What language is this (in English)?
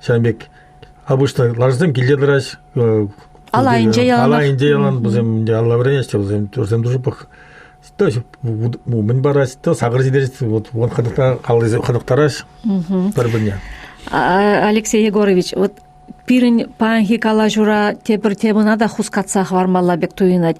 Chuvash